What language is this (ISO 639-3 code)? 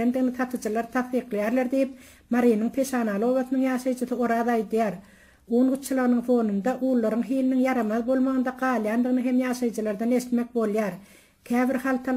tuk